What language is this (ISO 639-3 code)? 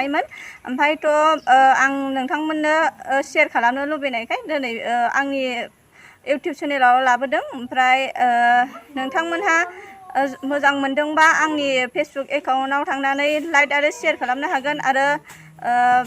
brx